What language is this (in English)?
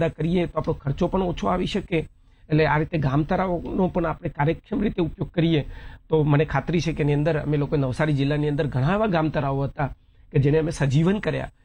Gujarati